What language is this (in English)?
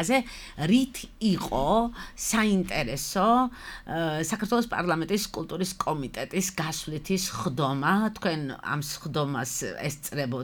Georgian